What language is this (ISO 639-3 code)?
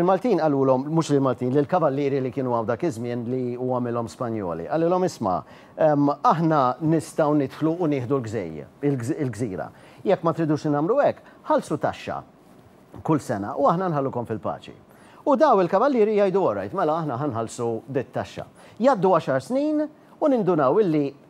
mlt